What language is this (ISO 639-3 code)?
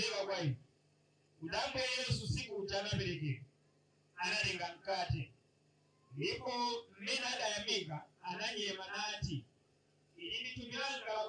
nya